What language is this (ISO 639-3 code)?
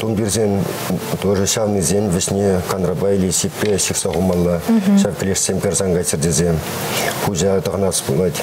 chv